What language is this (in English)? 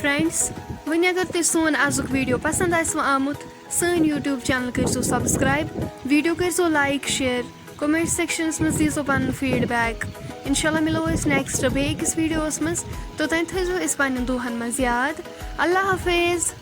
Kashmiri